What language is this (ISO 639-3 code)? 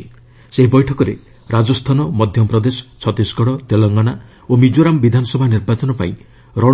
ori